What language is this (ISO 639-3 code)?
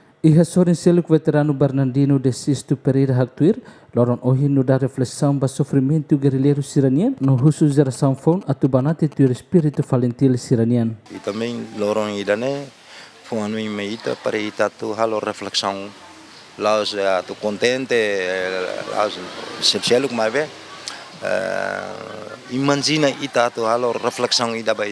tet